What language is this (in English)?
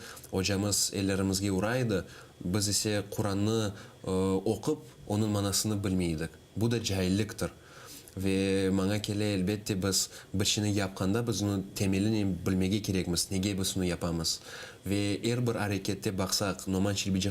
Crimean Tatar